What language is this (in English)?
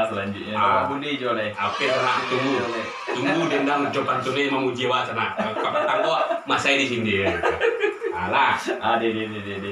Minangkabau